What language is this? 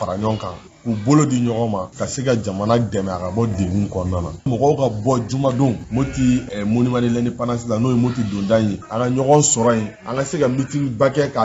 Bambara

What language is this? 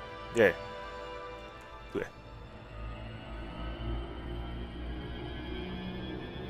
Slovak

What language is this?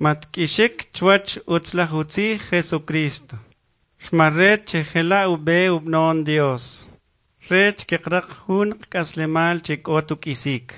Kʼicheʼ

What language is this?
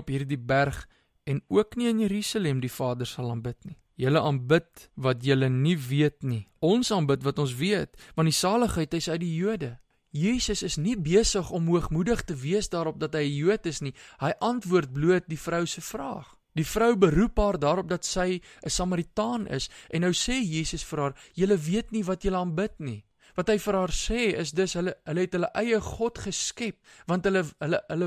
Afrikaans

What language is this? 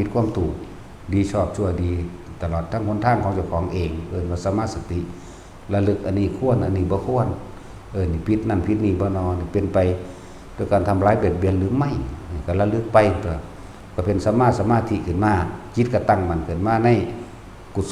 Northeastern Thai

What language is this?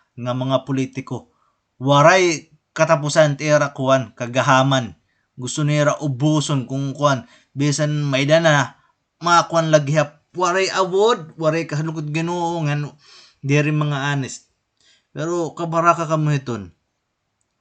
Waray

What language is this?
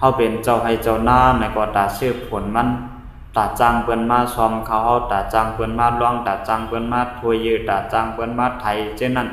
Shan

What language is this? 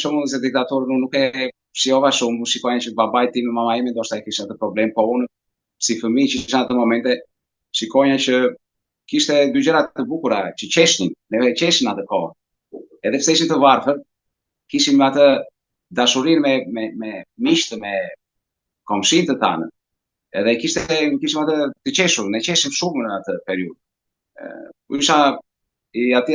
Albanian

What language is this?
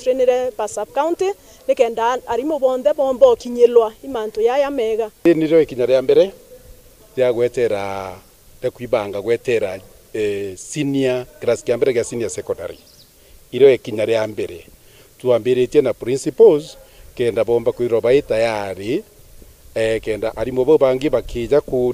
Meru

